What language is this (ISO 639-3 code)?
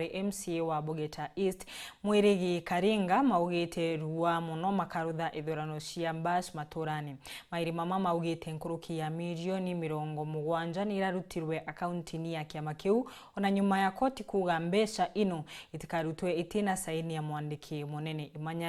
mer